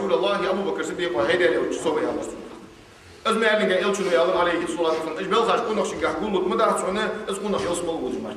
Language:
Ingush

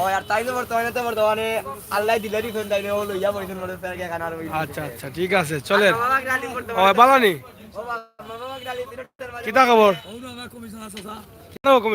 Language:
Sylheti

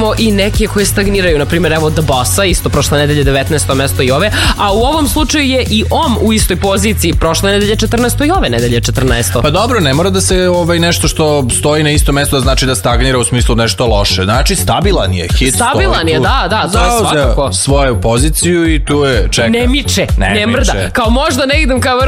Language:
Serbian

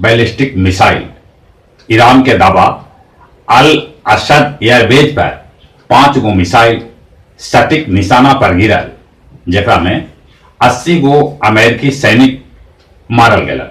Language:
Magahi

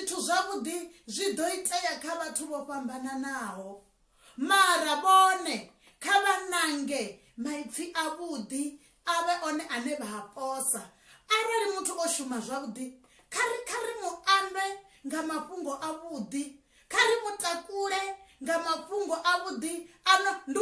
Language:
Venda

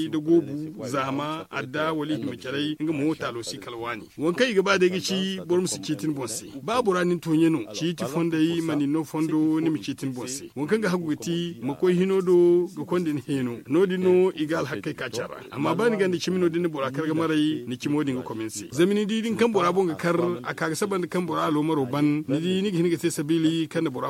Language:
Zarma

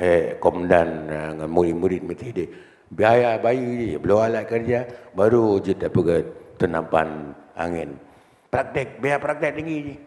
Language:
Achinese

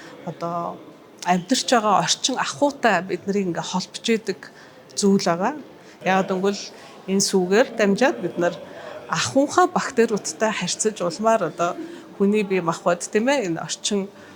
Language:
Mongolian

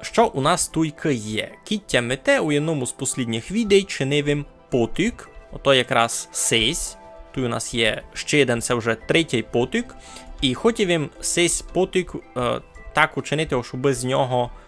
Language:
Rusyn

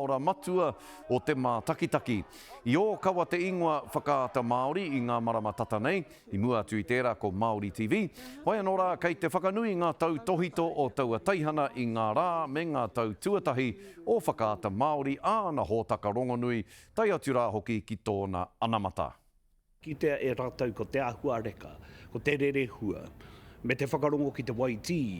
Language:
Māori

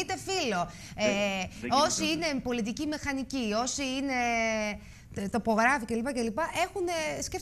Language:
Greek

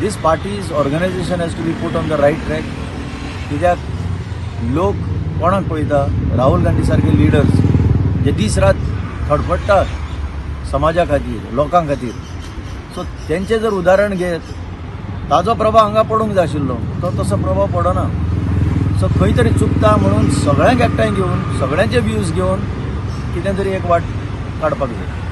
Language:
Konkani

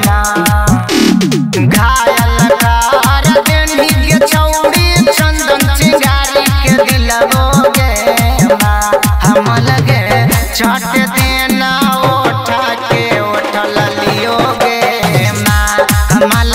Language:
Magahi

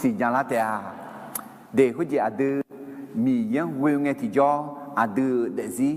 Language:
Akha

